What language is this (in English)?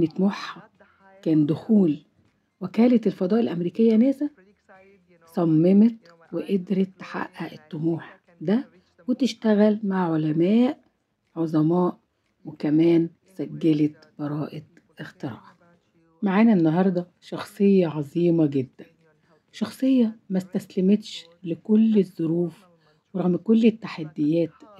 Egyptian Arabic